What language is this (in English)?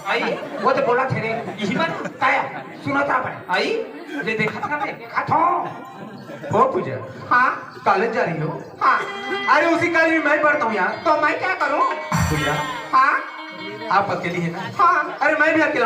Chhattisgarhi